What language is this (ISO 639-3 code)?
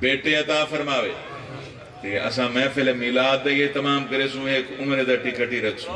skr